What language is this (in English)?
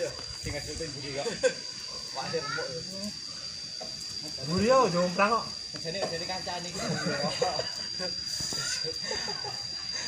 Javanese